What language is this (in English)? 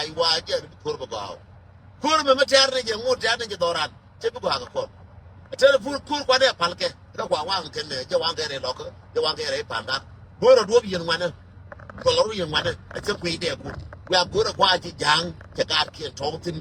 Nuer